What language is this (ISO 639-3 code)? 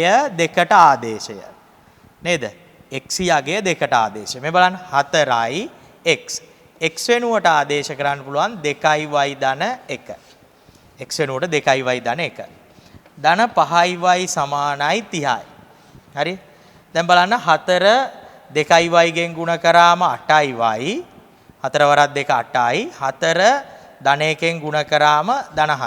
sin